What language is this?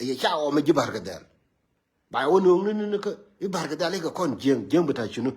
Nuer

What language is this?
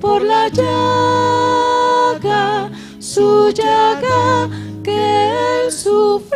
Aymara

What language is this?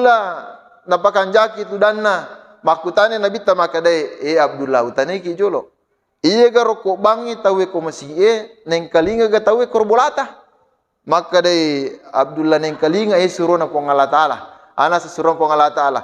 Buginese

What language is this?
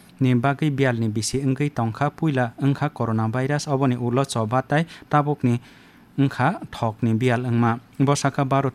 Kok Borok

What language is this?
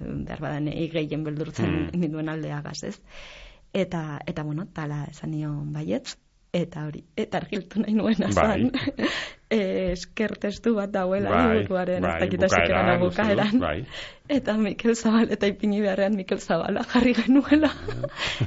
Basque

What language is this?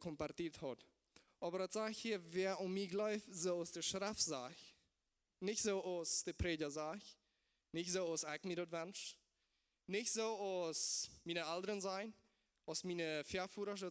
Plautdietsch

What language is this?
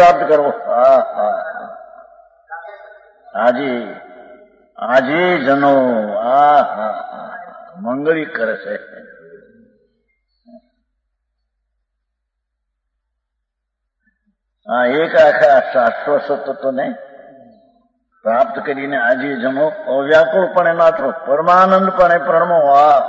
Gujarati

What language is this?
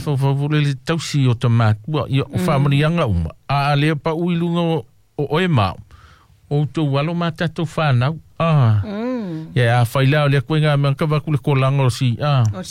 Samoan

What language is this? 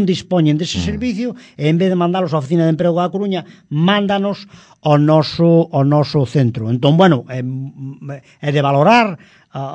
Galician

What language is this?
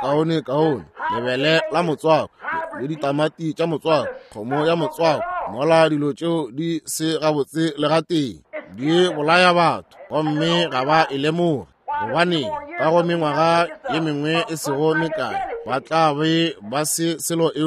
Northern Sotho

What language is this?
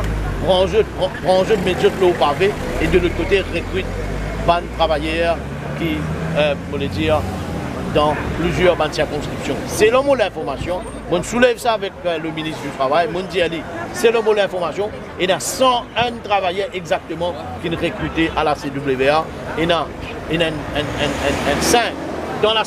Morisyen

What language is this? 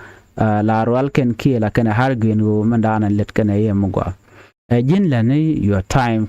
Nuer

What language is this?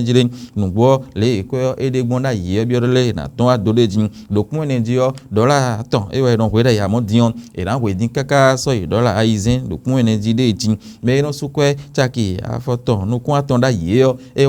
Fon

